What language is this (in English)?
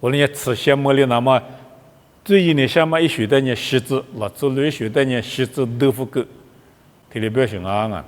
Lisu